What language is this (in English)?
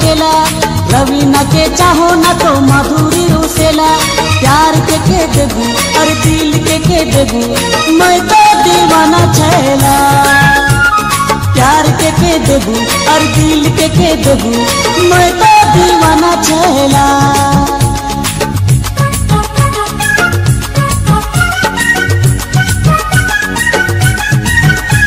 Sadri